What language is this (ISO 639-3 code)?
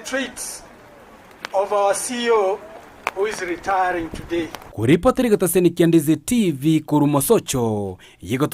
guz